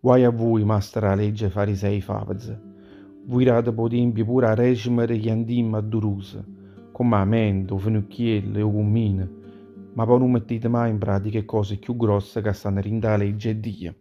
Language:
Neapolitan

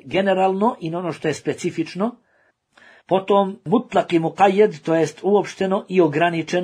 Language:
Bosnian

